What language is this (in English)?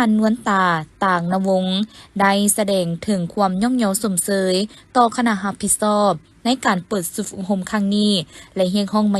Lao